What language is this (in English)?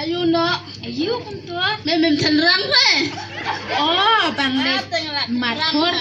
Khasi